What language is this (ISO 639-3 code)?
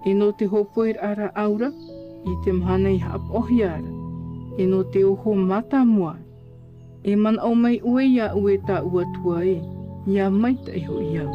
tah